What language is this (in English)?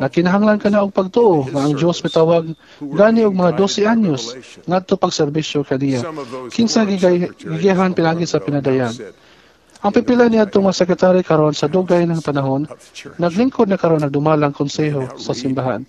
Cebuano